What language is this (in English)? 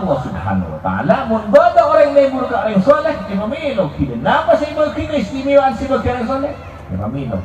Madurese